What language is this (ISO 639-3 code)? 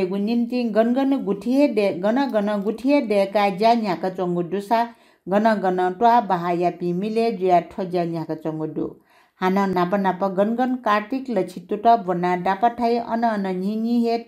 new